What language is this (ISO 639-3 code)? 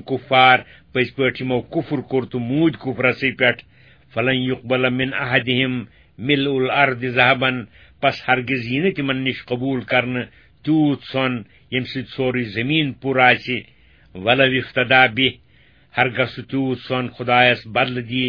kas